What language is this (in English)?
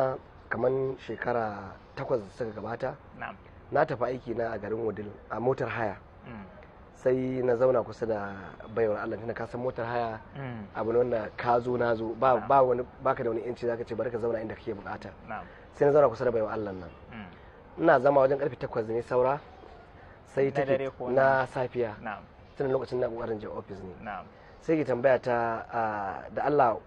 Hausa